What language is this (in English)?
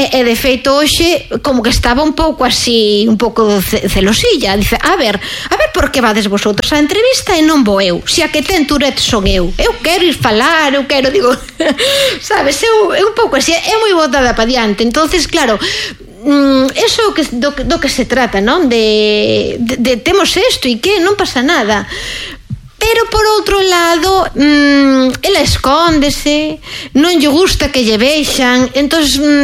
Galician